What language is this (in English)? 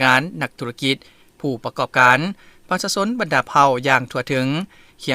Lao